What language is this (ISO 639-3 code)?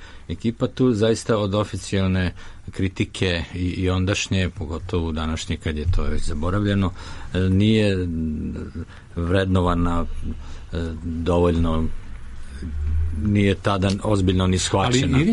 srp